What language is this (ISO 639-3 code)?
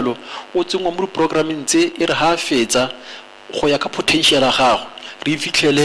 tsn